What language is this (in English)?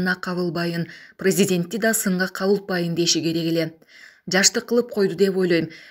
Kyrgyz